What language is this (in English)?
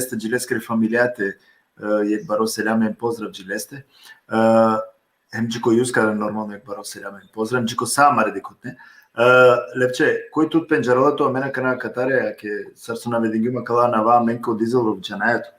Balkan Romani